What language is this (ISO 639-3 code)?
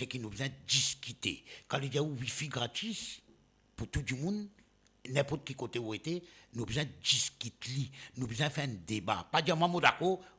mfe